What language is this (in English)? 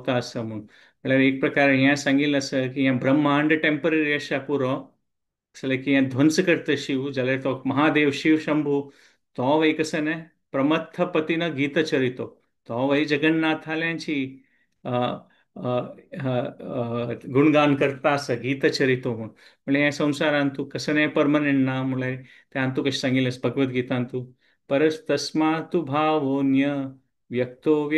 Konkani